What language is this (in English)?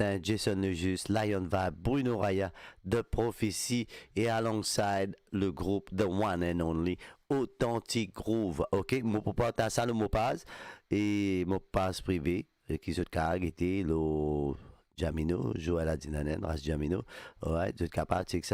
Morisyen